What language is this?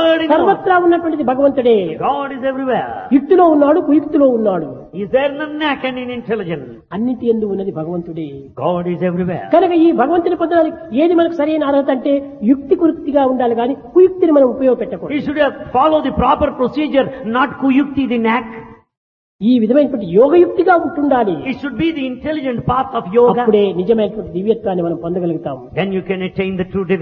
Telugu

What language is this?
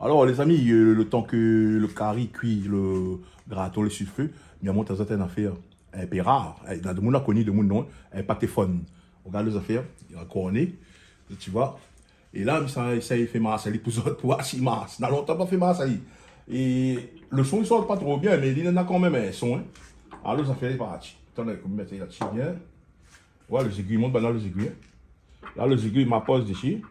Réunion Creole French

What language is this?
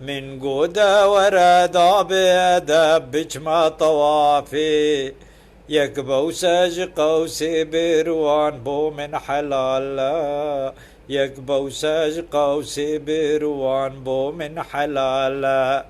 Kurdish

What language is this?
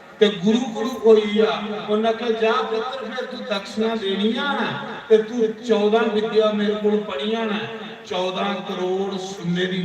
Dogri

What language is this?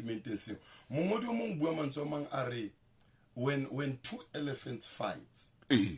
Southern Sotho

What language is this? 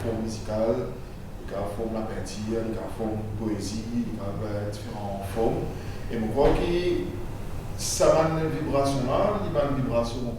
Morisyen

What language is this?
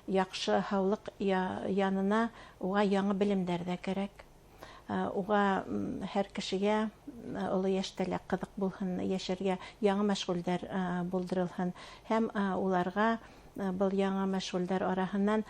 Bashkir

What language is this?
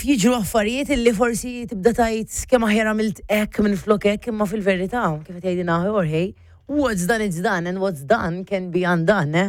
Maltese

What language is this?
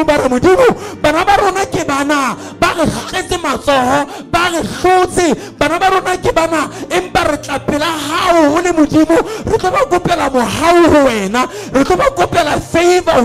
Southern Sotho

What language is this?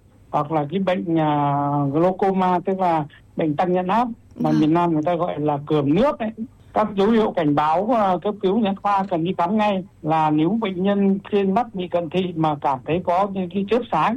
Vietnamese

